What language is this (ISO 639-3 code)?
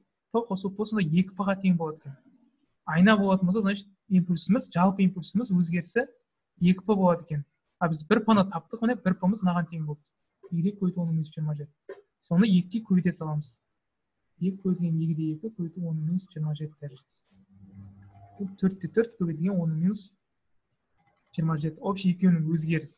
kaz